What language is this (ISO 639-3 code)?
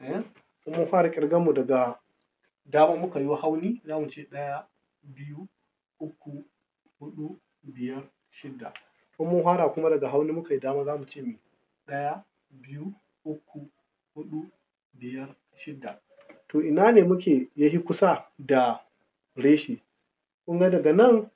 hau